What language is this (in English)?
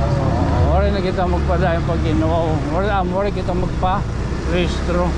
Waray